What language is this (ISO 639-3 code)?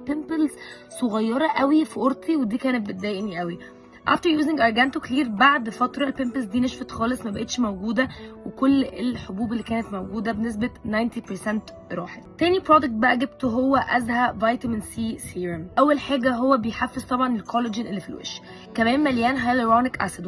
arz